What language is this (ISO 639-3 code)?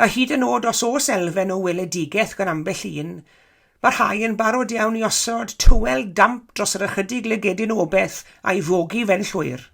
cym